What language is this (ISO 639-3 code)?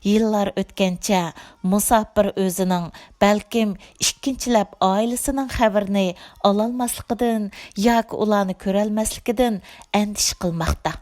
uig